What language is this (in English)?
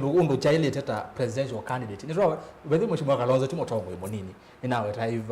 Kamba